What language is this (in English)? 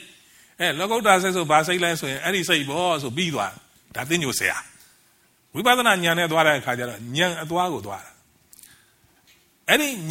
Burmese